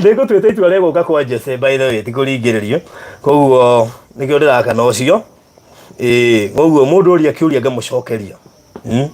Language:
Kikuyu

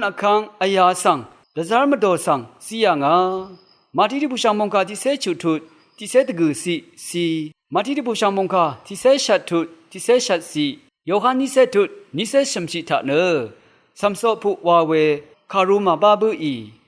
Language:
Rawang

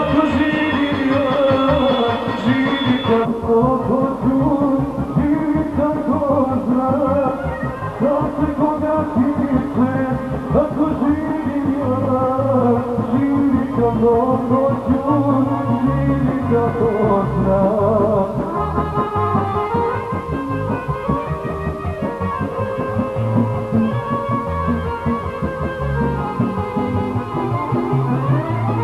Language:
Serbian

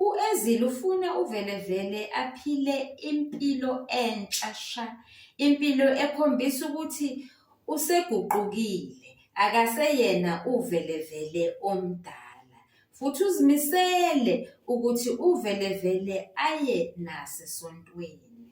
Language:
Zulu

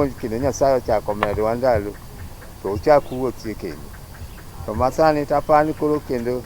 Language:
Luo (Kenya and Tanzania)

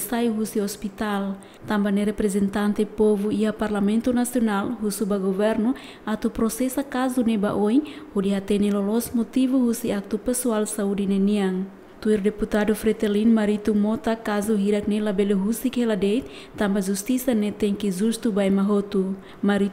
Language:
Tetum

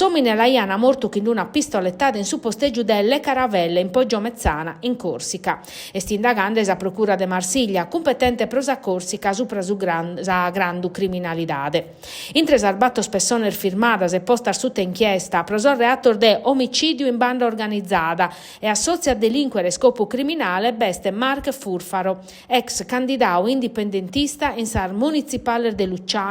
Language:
Sardinian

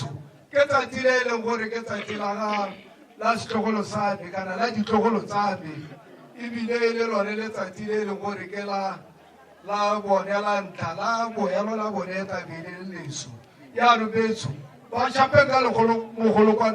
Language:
Tswana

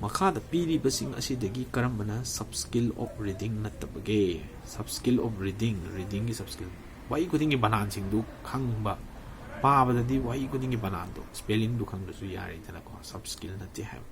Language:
Manipuri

